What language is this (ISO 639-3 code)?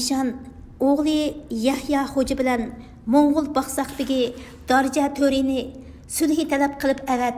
uig